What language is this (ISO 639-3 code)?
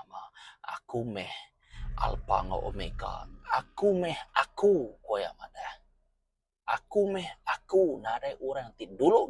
iba